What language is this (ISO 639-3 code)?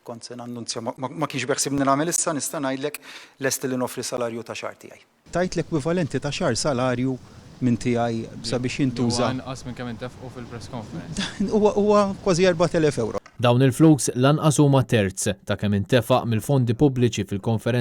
mlt